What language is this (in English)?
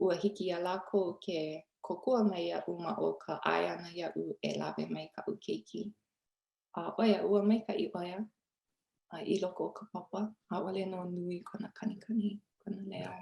Hawaiian